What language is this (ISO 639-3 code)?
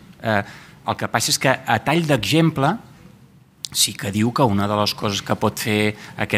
cat